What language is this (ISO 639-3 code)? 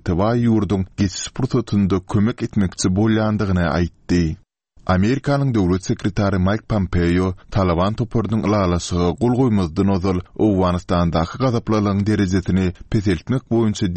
tuk